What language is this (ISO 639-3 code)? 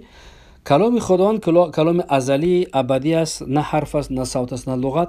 tgk